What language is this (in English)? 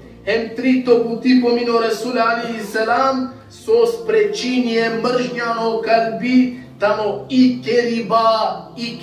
Balkan Romani